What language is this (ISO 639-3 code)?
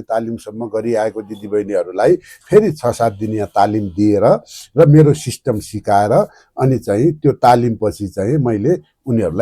nep